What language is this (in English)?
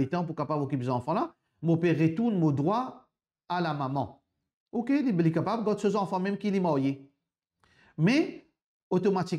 Morisyen